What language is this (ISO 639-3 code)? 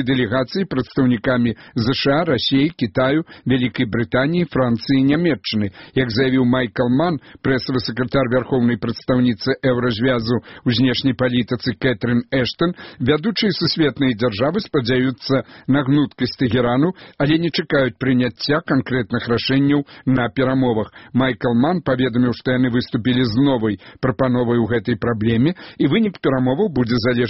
bel